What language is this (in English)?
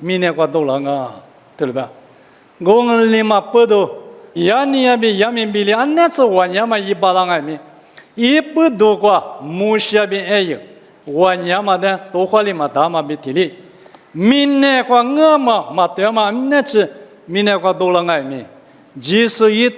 Lisu